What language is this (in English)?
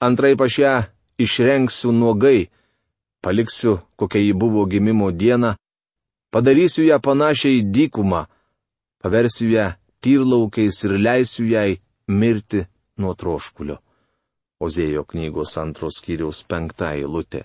Lithuanian